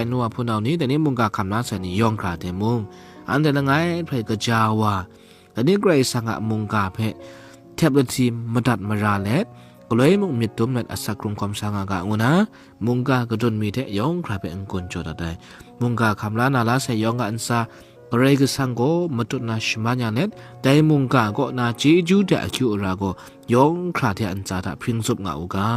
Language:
Kachin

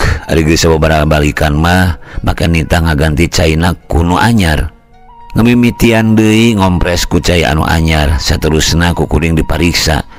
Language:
Sundanese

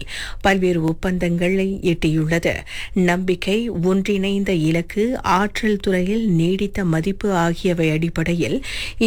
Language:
Tamil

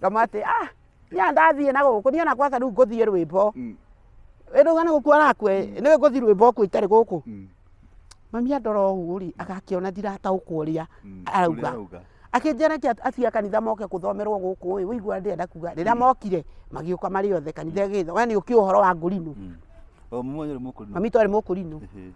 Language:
Kikuyu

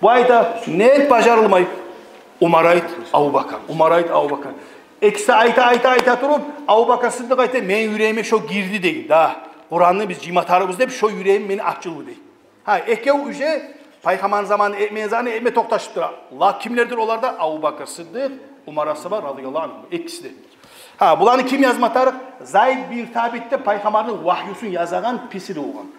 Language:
Kumyk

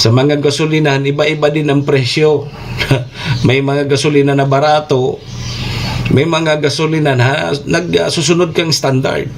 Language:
Bikol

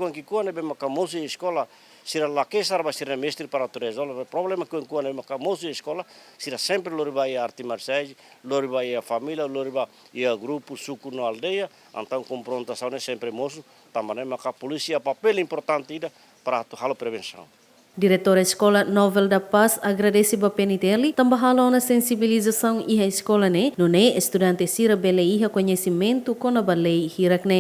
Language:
Tetum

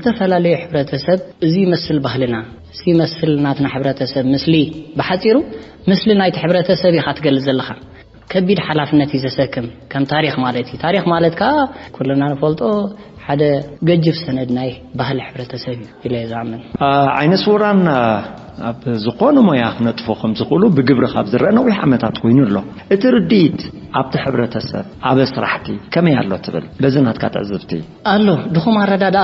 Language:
Tigrinya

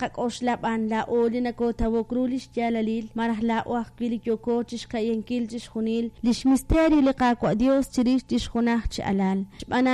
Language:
Kekchí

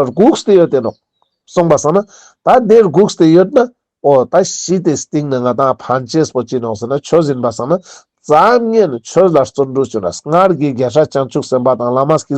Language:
Ladakhi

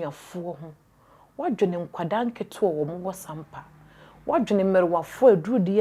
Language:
Akan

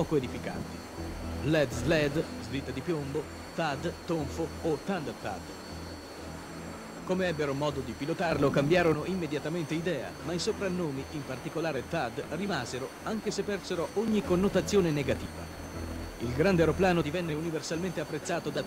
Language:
Italian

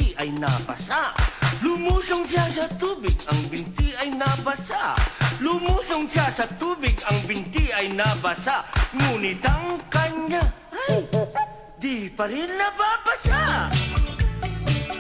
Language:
Filipino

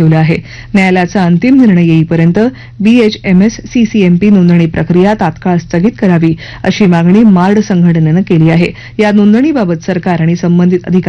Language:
Marathi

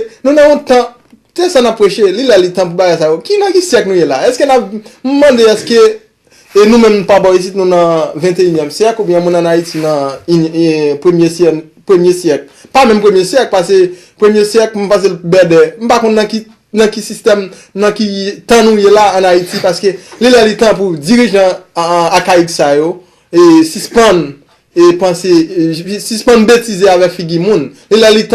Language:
Haitian Creole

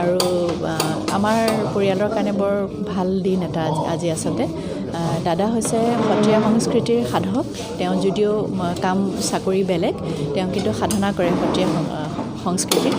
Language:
Assamese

